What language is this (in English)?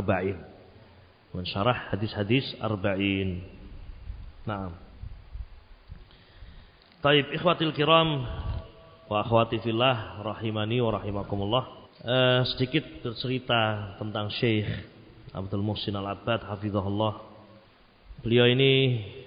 Indonesian